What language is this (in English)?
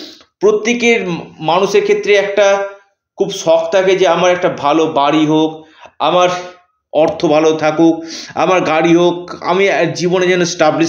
Bangla